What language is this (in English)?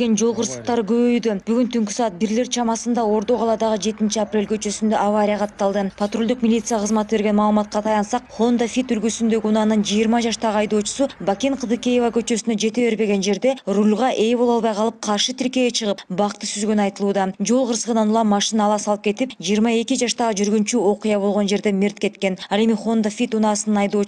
Kyrgyz